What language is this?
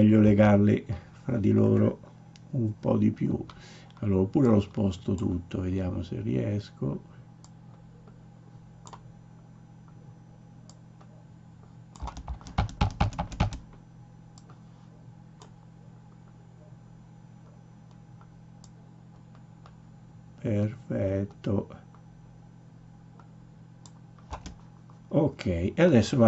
Italian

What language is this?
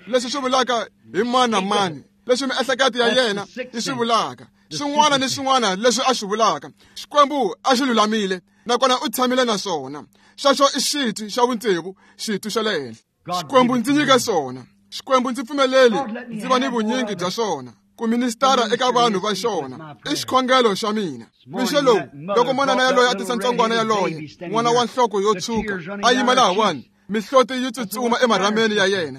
Tsonga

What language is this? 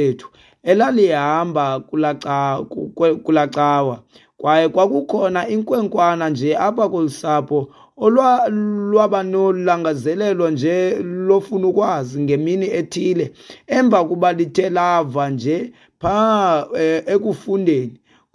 Xhosa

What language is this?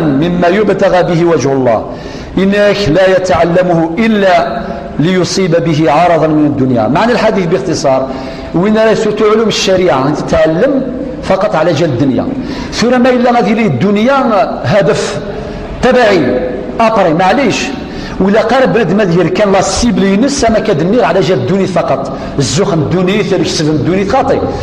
Kabyle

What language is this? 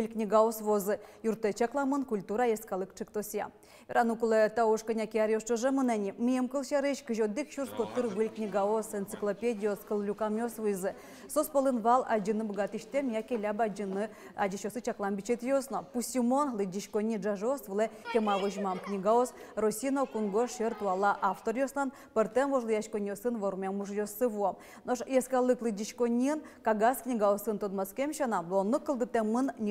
Udmurt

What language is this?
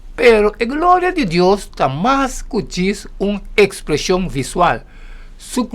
Papiamento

